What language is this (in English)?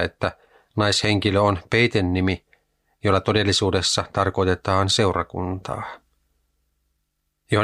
Finnish